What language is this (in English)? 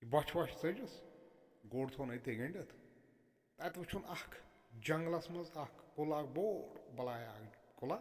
Kashmiri